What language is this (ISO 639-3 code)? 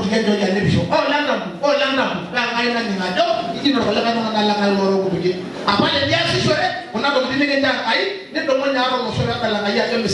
mas